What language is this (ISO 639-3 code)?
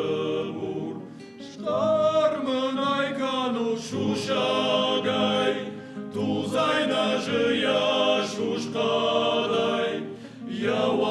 oss